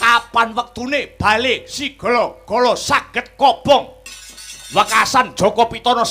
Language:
Javanese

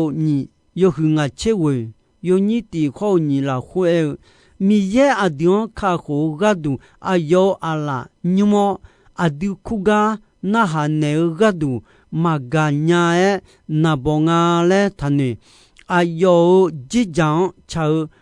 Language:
Akha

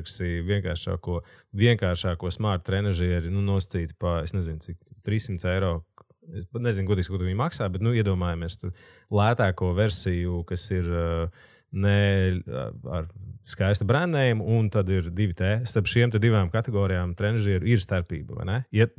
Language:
Latvian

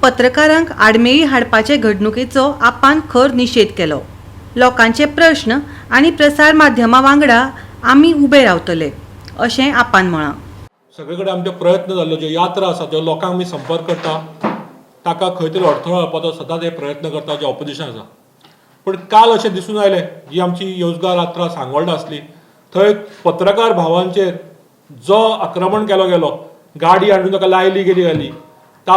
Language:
Konkani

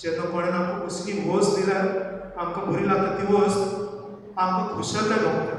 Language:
Konkani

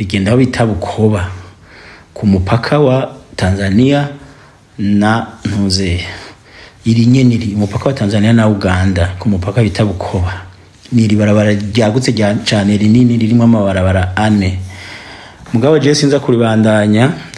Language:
Rundi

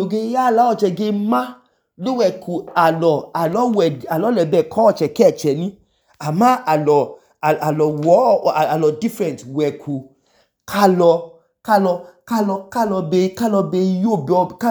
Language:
Idoma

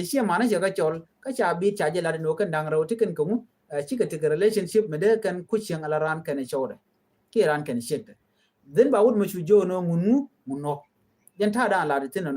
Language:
Nuer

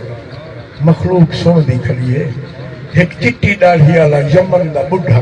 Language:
Saraiki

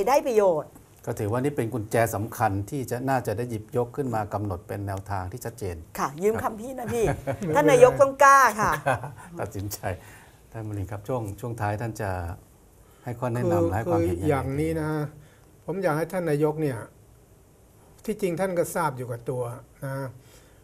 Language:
Thai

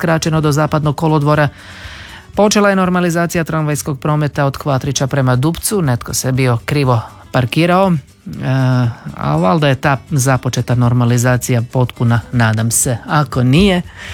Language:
Croatian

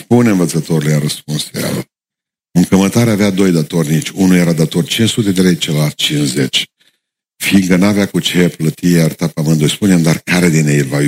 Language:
Romanian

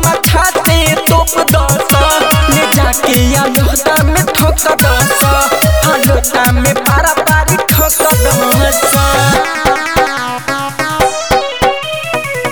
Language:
Bhojpuri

